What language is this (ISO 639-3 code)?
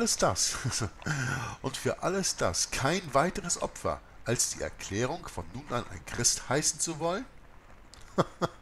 deu